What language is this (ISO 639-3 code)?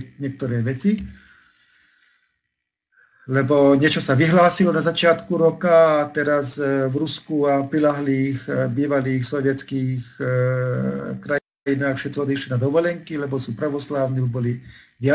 slk